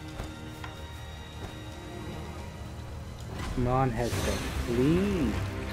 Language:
English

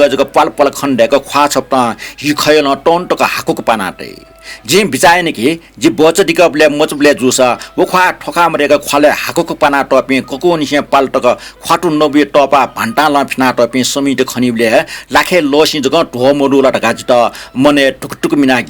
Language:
Newari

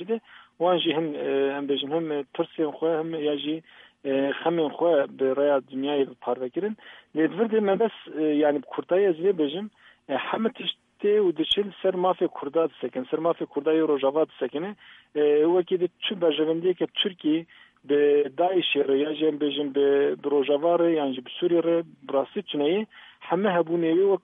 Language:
Kurdish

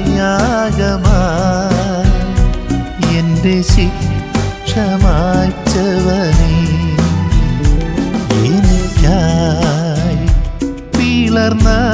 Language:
Malayalam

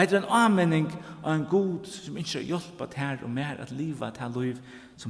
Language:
Faroese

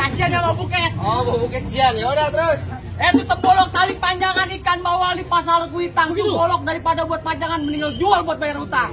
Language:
Betawi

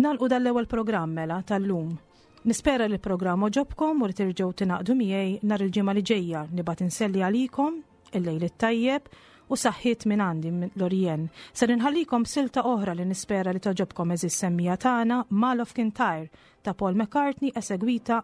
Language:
Maltese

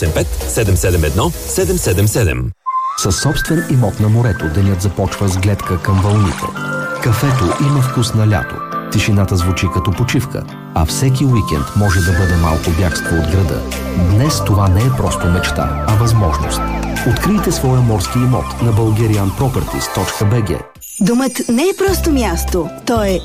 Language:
Bulgarian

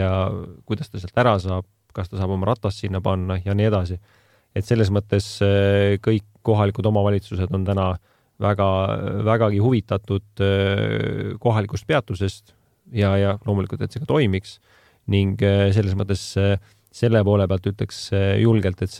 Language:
Estonian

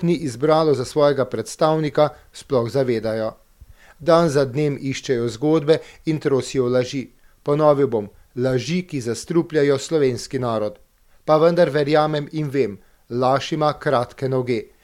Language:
Slovenian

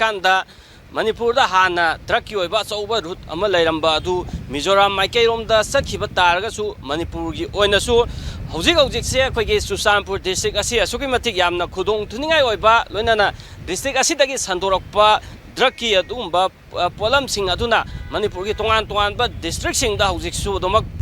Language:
Manipuri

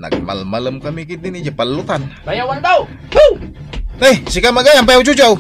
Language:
Iloko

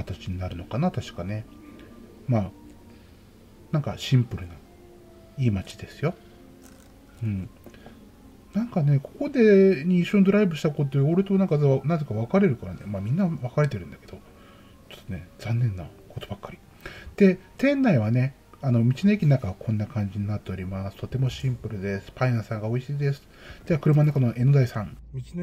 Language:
Japanese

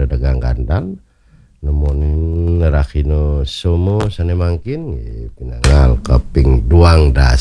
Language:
Balinese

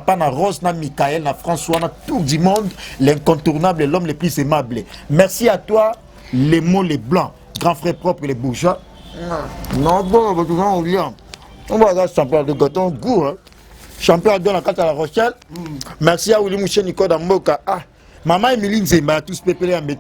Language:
Lingala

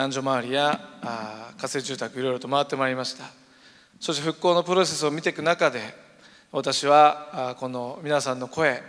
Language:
Japanese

